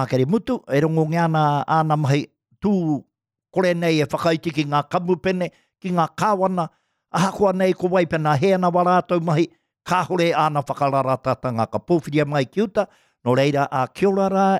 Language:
Māori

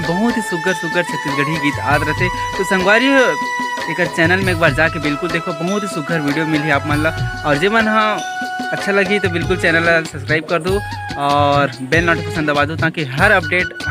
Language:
Chhattisgarhi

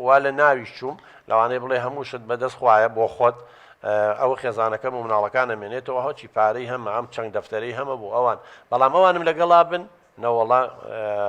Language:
Central Kurdish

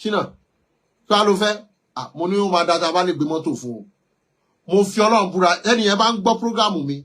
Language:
Yoruba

